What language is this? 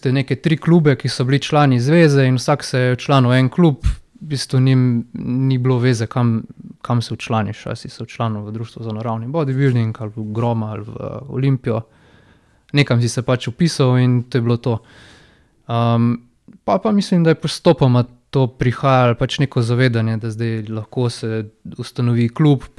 Slovenian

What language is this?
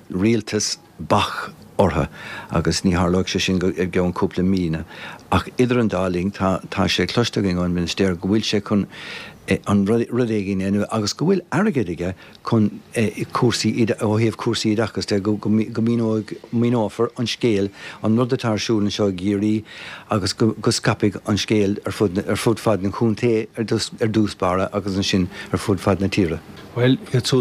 Irish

